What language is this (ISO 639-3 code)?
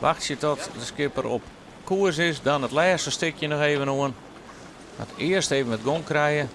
fry